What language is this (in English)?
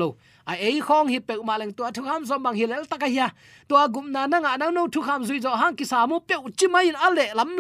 Tedim Chin